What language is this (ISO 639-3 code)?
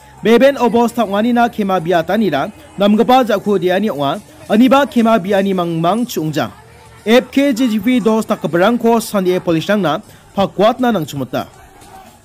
grt